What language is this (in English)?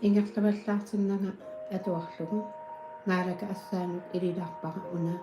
Kalaallisut